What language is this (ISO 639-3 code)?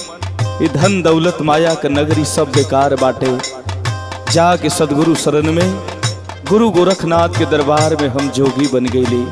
bho